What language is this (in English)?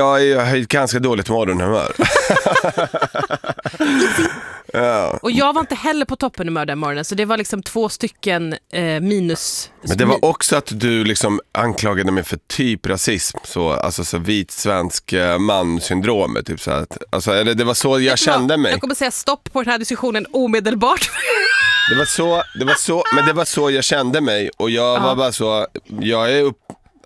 Swedish